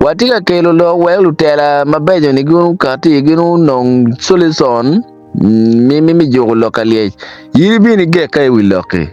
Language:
Acoli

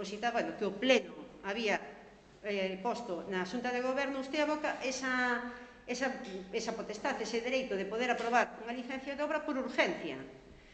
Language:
Galician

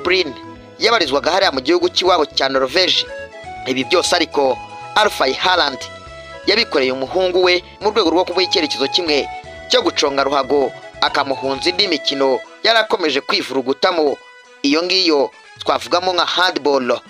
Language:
Kinyarwanda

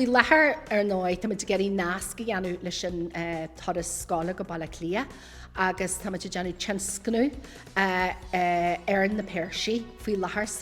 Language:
Irish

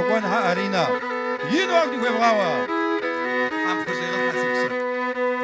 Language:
Kabardian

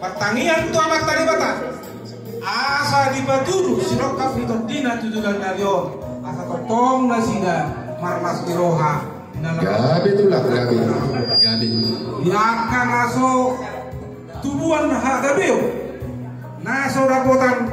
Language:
Batak Toba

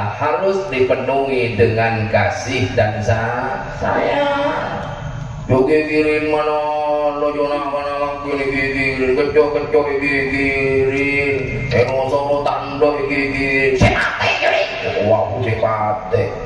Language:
Madurese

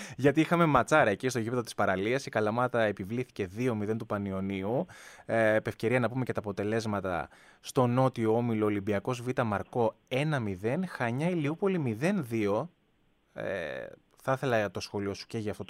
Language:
Greek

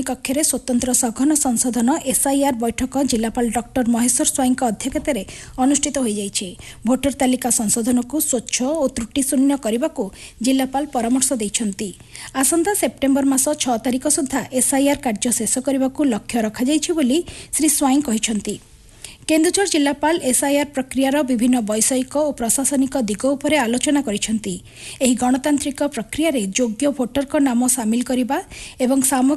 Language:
Odia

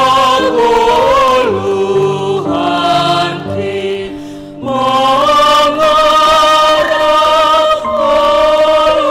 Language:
Batak Simalungun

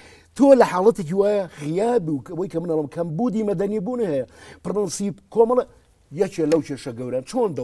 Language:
Central Kurdish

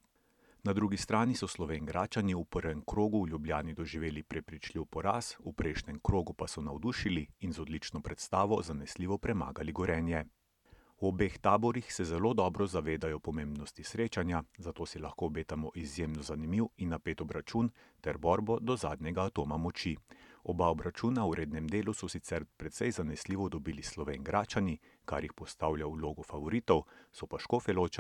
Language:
Slovenian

